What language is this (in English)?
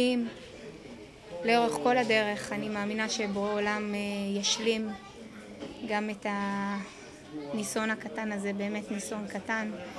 Hebrew